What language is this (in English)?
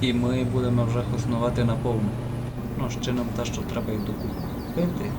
Rusyn